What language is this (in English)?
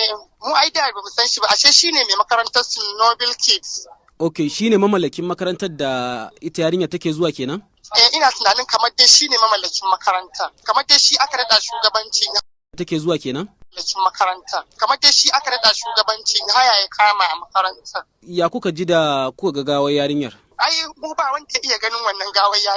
Hausa